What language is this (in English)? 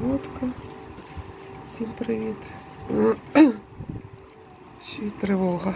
Ukrainian